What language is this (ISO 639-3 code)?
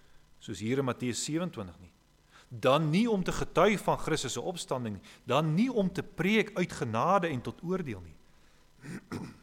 afr